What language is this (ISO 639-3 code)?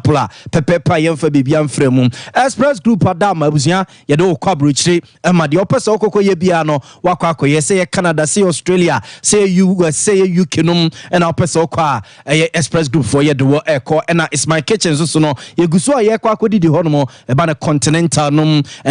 aka